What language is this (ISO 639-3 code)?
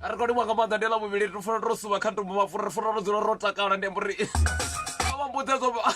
ven